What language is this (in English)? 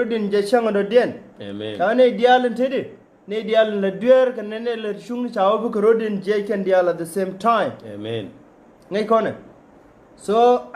Nuer